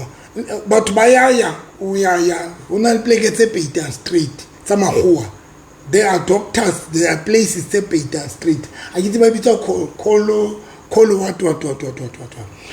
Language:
Southern Sotho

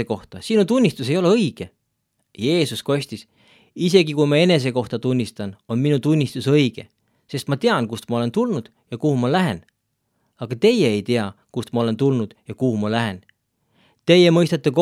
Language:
Estonian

